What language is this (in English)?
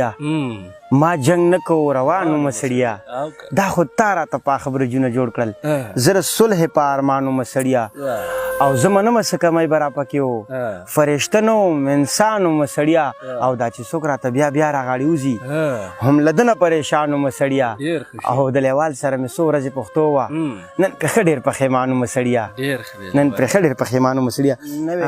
Pashto